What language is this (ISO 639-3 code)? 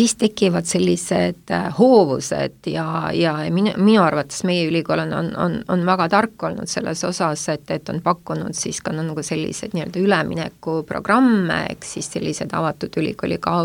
est